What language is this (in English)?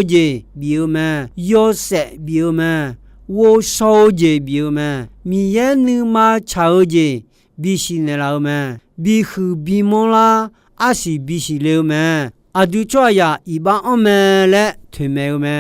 Akha